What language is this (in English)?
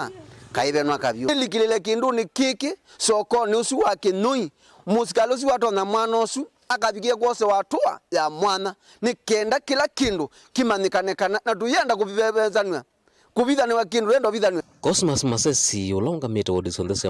Kamba